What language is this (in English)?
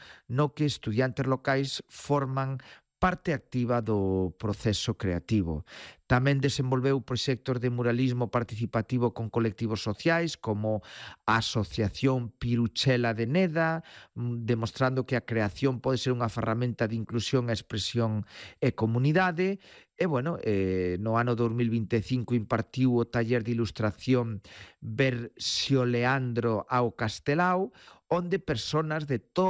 Galician